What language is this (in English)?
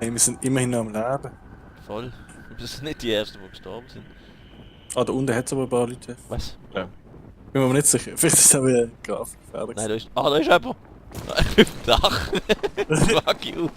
Swiss German